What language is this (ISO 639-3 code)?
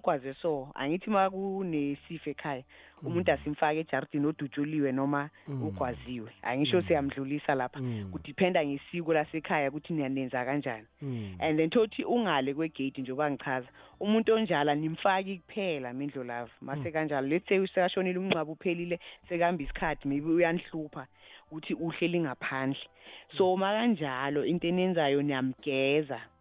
nbl